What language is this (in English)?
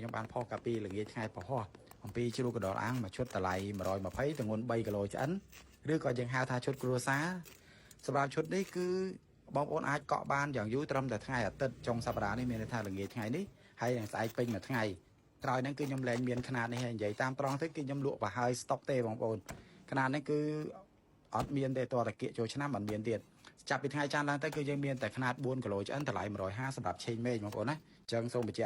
Khmer